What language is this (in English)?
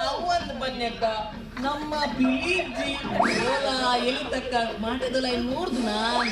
Tulu